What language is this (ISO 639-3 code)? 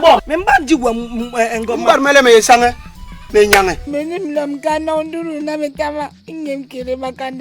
bas